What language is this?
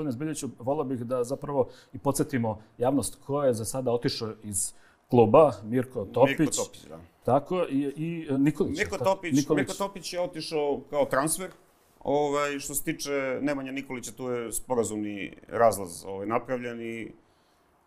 Serbian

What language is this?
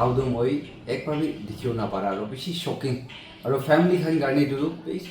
Naga Pidgin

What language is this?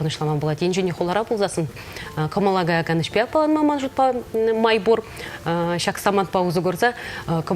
Chuvash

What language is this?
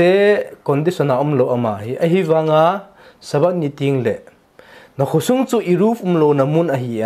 Thado Chin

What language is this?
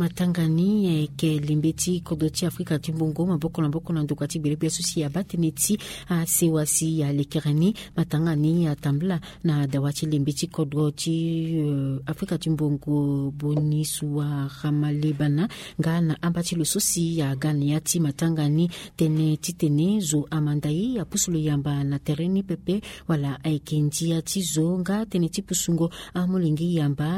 Sango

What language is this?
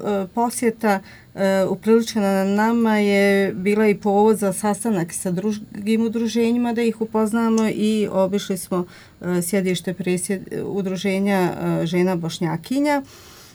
Croatian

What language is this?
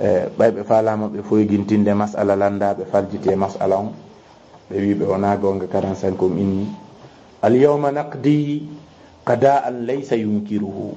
Fula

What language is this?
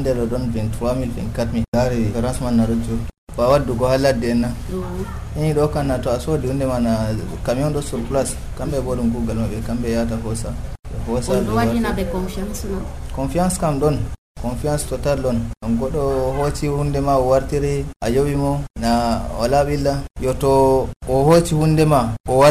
Nigerian Fulfulde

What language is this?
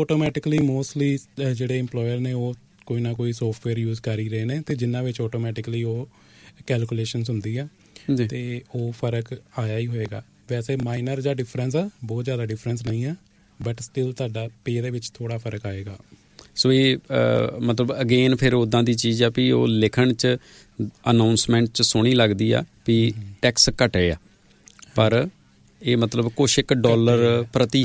Punjabi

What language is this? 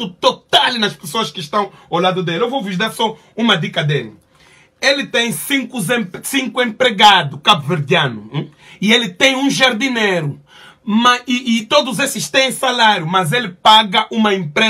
Portuguese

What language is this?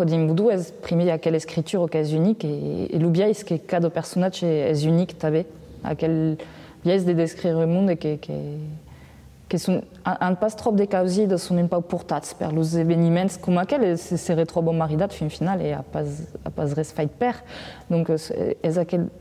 Occitan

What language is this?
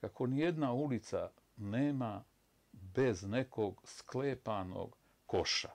Bosnian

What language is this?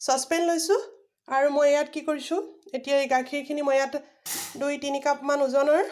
Assamese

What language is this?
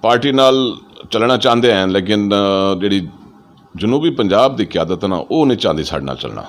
Saraiki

